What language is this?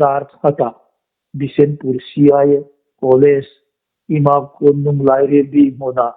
Hmar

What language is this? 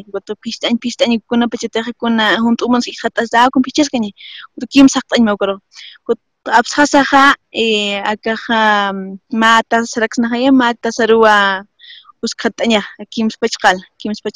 Aymara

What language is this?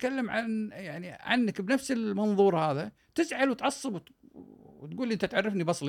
Gulf Arabic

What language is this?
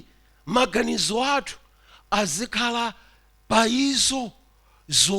Nyanja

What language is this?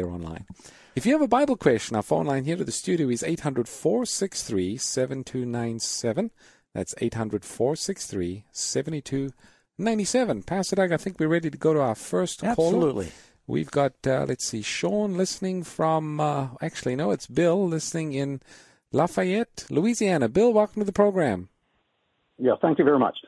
English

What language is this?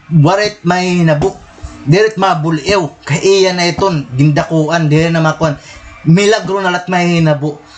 Waray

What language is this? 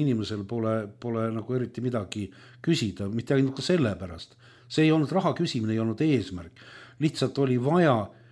Estonian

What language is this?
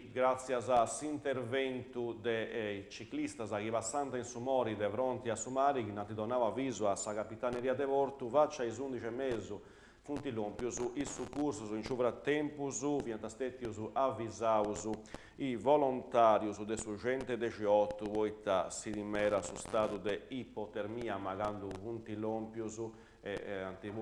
Sardinian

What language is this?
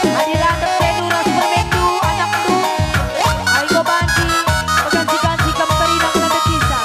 Batak Karo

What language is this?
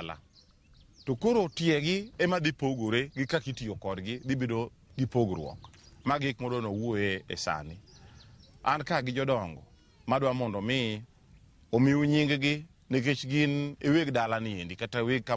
Luo (Kenya and Tanzania)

